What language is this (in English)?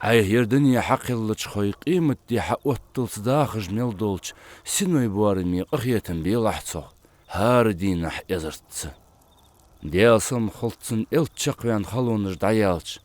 Ingush